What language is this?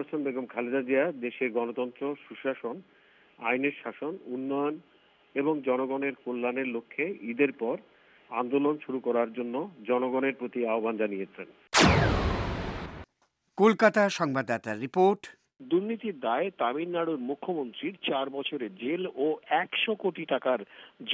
Bangla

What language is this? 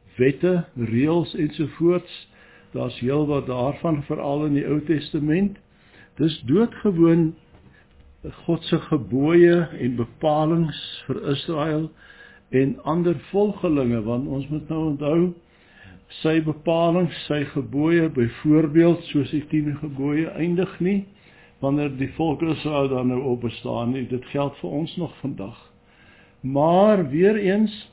Afrikaans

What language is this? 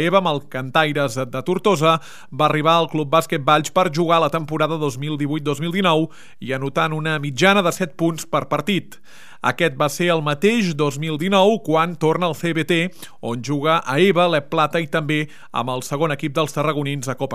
Catalan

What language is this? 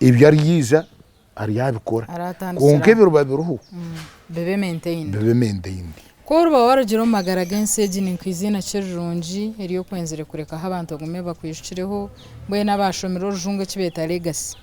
Nyankole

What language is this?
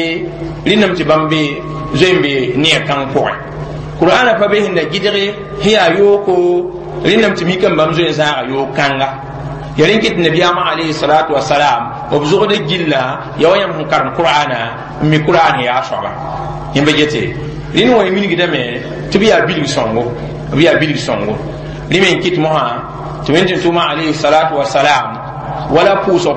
Mossi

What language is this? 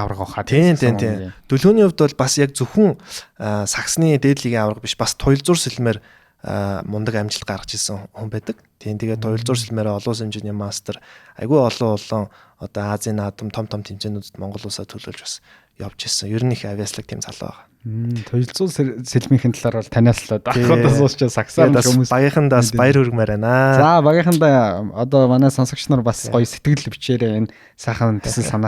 Mongolian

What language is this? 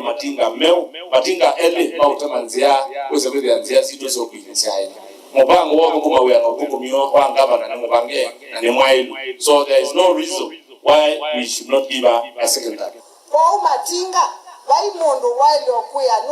Kamba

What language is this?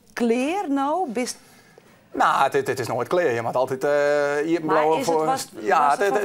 Western Frisian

